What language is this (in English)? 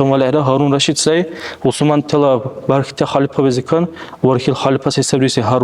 Dargwa